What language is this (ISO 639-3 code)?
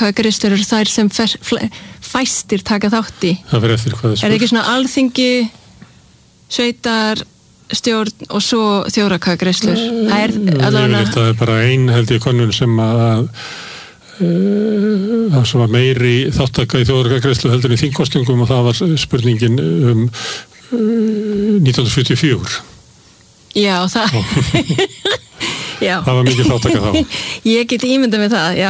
isl